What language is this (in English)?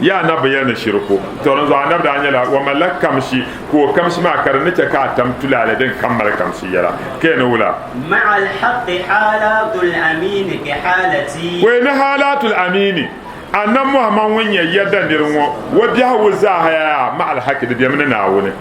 Dagbani